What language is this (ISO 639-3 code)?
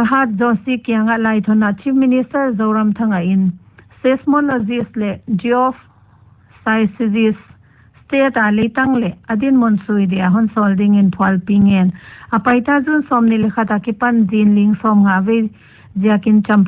pck